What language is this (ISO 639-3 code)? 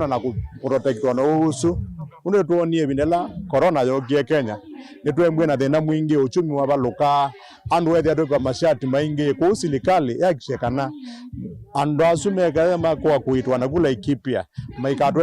kam